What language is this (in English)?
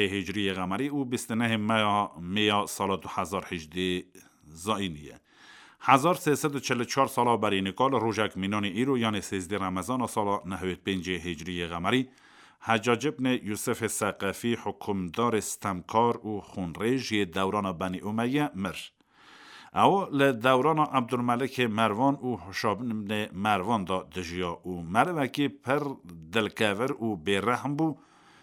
Kurdish